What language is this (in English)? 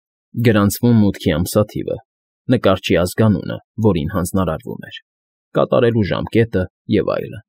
Armenian